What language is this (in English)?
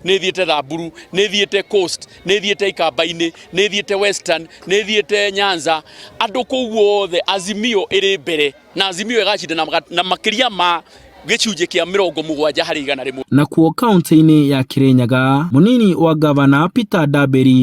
Kikuyu